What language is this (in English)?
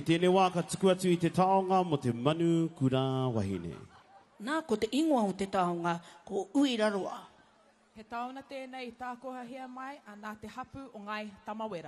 Māori